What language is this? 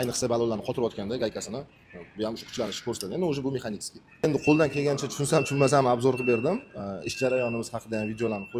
Uzbek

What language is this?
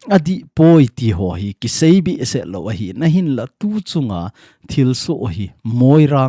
Thado Chin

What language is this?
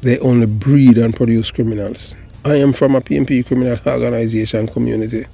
Jamaican Creole English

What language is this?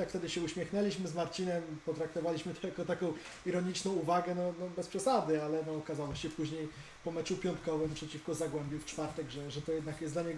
Polish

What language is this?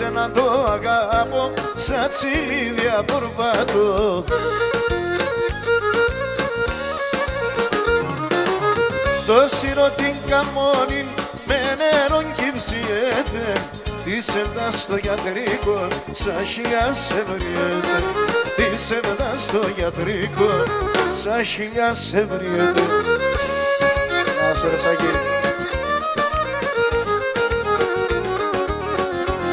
Pontic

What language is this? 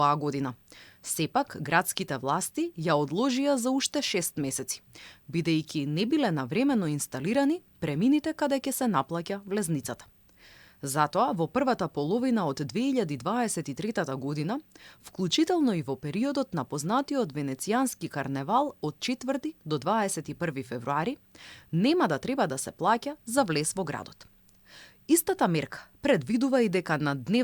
Macedonian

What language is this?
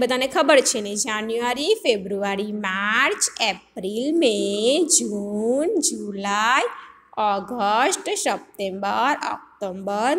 Gujarati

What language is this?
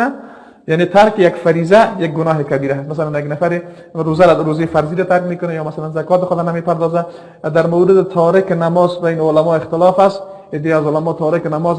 Persian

